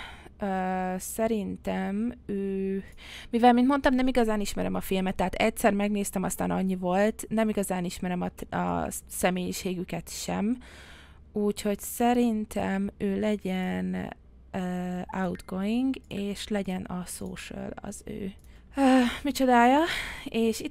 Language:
Hungarian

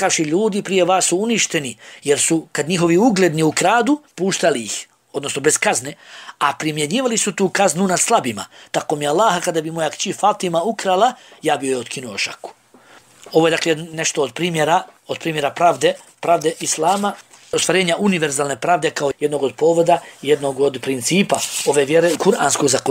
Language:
Bosnian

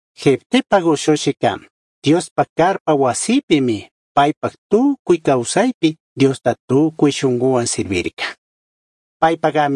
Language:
Chimborazo Highland Quichua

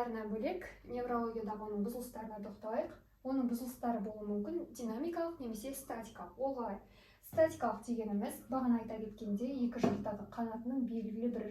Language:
Kazakh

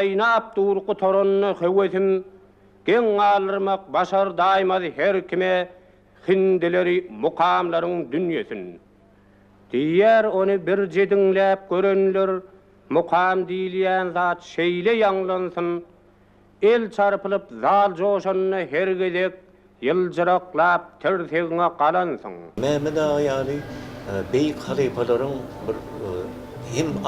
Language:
Turkmen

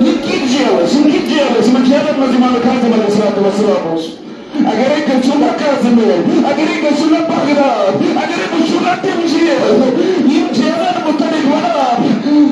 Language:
Kashmiri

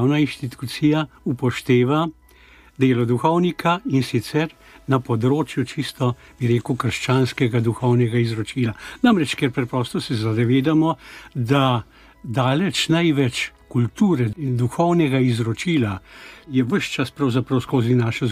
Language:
Slovenian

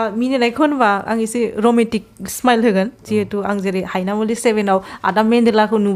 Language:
Bodo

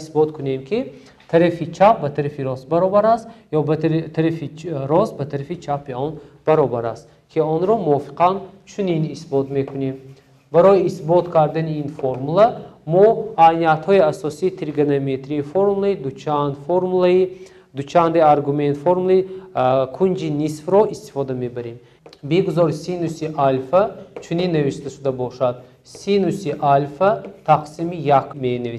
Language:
Tajik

